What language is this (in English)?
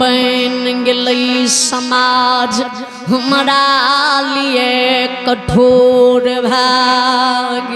Maithili